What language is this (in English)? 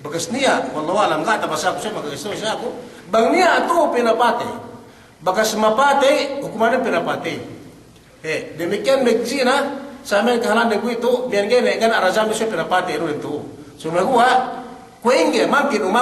Yakan